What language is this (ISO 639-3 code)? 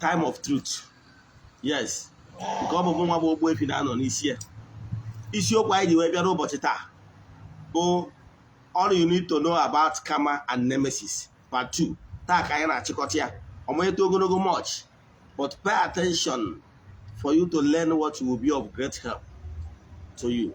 ibo